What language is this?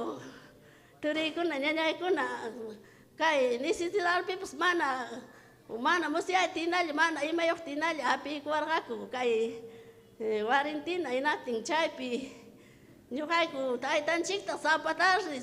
Ayacucho Quechua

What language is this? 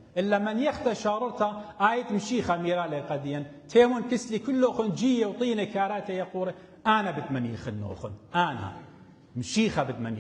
Assyrian Neo-Aramaic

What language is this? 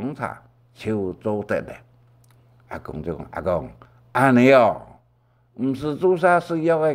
Hakka Chinese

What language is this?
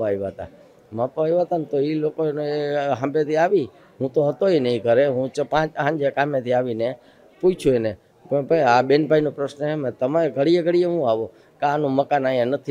Gujarati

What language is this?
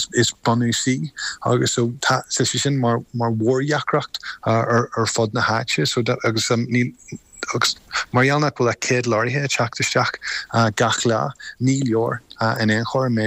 Irish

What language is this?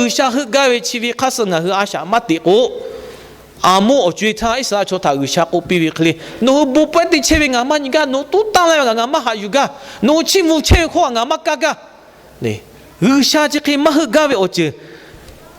Lahu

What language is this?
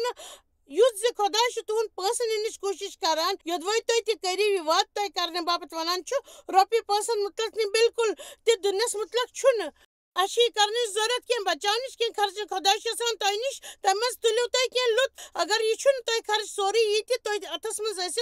Kashmiri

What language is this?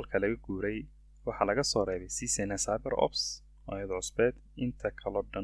Somali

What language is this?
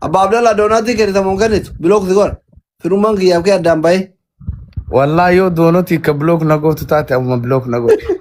Oromo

